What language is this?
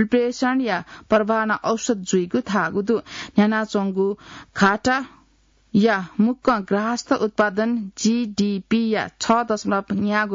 Newari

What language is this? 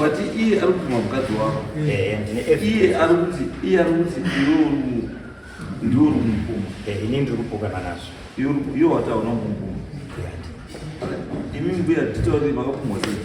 Shona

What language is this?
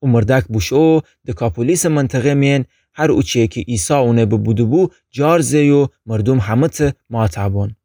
Gilaki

